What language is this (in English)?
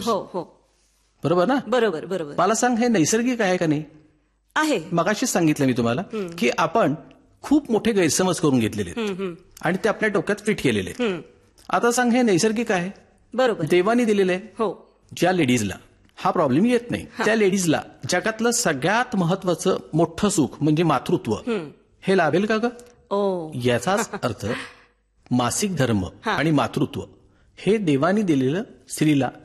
Marathi